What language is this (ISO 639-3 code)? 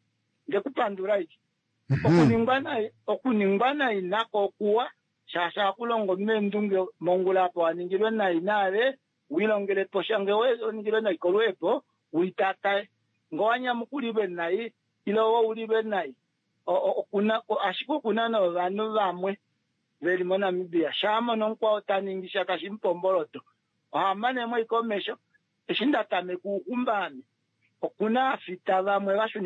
kua